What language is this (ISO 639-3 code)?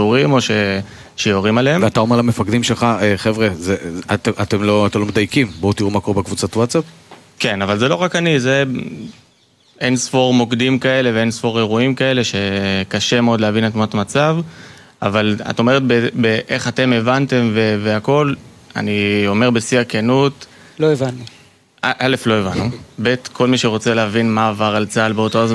heb